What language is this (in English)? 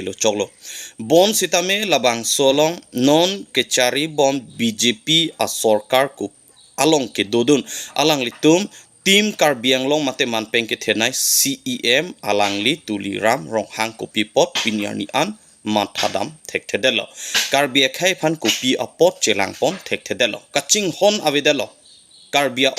Karbi